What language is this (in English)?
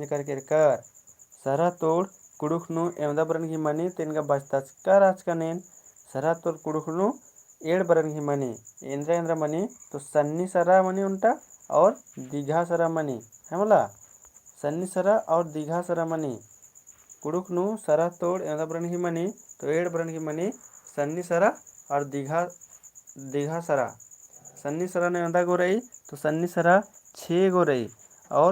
Kurukh